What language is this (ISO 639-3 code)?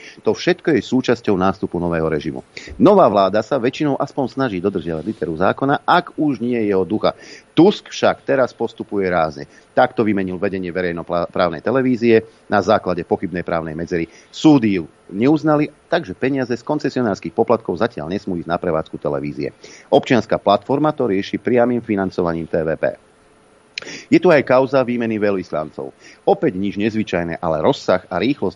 slk